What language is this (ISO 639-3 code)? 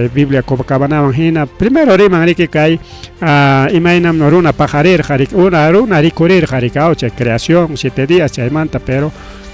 quy